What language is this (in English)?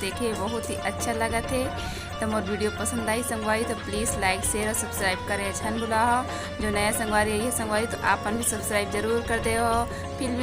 Chhattisgarhi